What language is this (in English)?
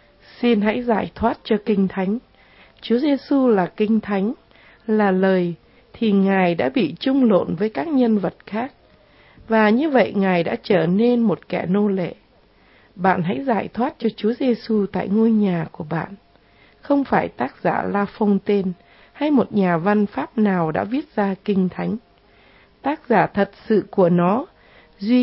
Vietnamese